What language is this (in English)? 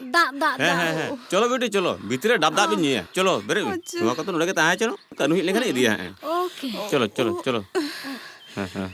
Santali